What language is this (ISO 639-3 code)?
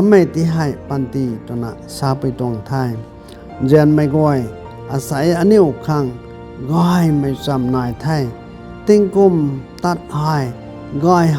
nbu